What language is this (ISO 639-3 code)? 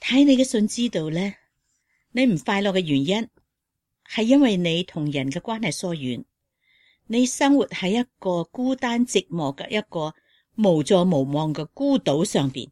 yue